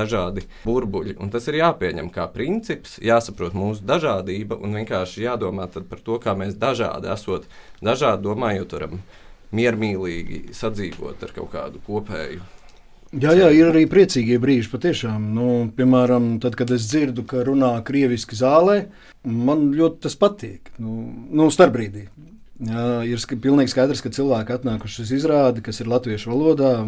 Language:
Latvian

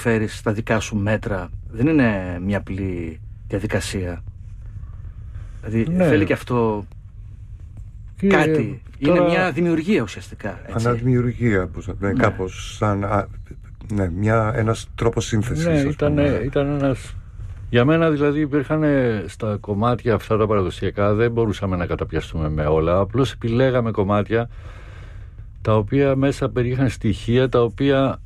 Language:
Greek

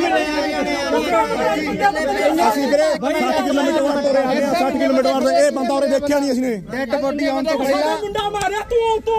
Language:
Punjabi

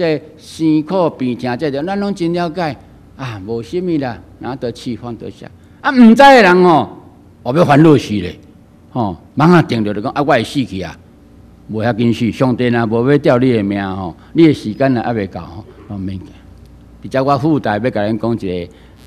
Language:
Min Nan Chinese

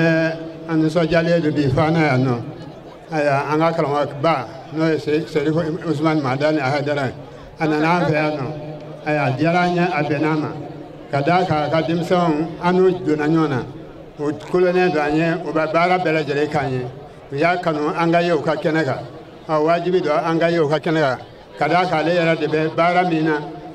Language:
Bambara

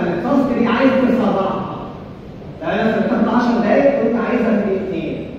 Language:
Egyptian Arabic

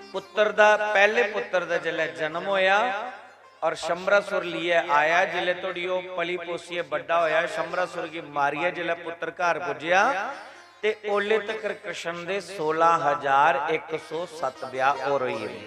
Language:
Dogri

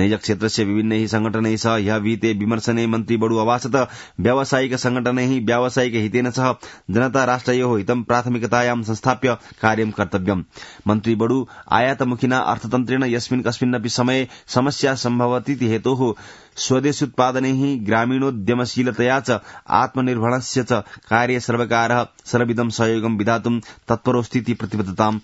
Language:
Sanskrit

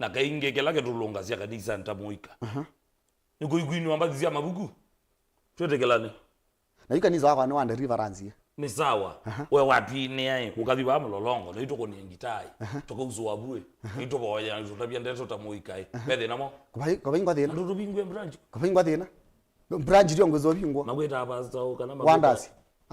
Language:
Kamba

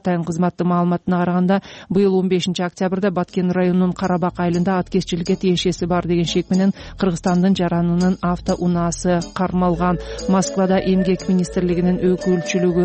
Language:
Kyrgyz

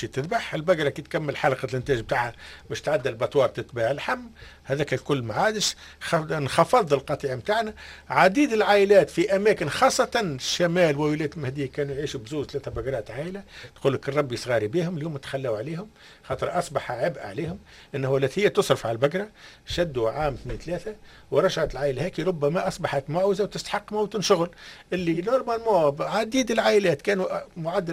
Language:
Tunisian Arabic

